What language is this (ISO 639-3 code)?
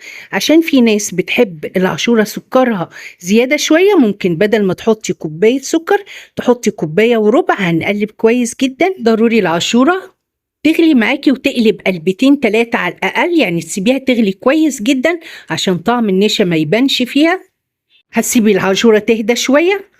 arz